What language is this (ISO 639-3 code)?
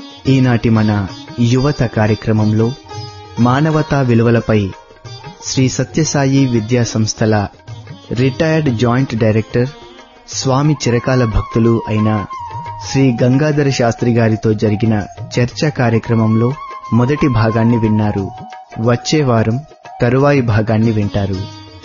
tel